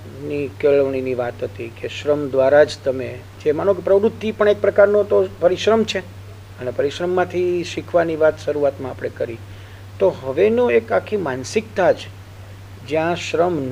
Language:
Gujarati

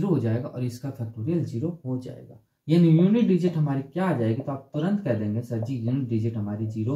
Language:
Hindi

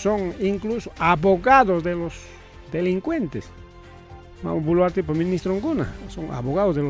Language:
Ayacucho Quechua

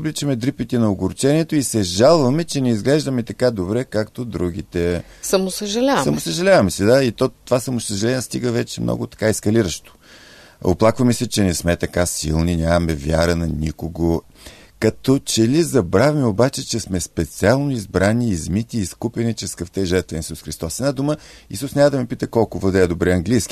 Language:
Bulgarian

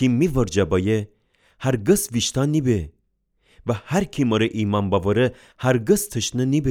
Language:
Gilaki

